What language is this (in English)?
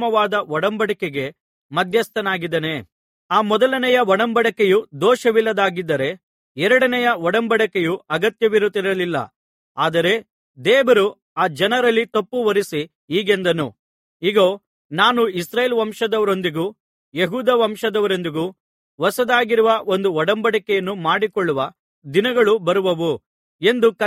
Kannada